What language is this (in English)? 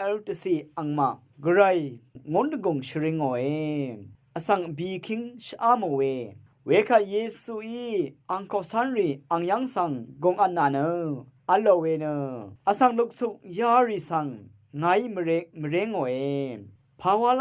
Rawang